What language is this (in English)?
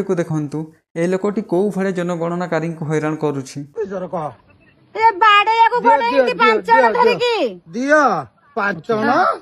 Odia